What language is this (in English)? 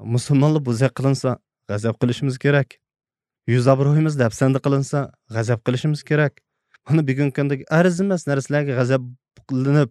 Uyghur